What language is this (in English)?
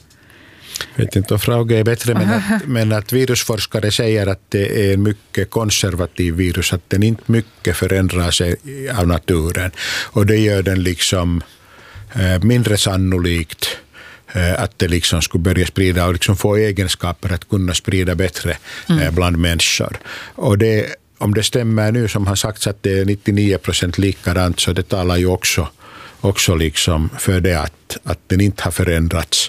Swedish